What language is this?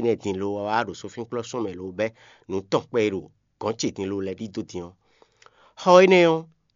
Fon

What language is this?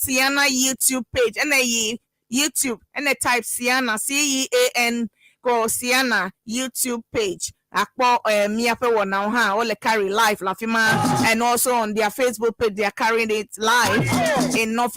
Ewe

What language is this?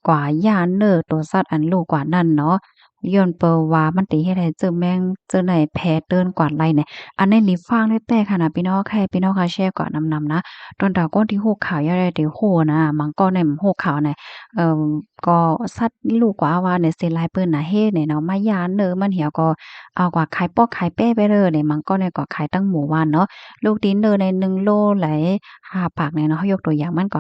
Shan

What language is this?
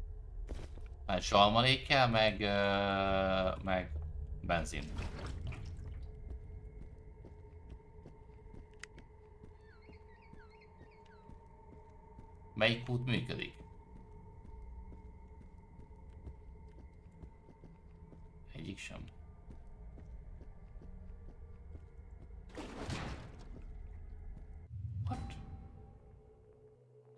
Hungarian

